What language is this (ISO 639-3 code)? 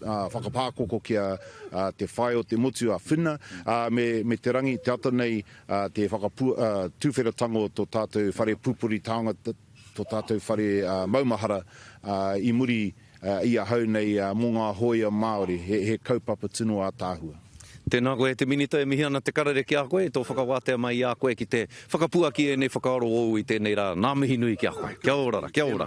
mri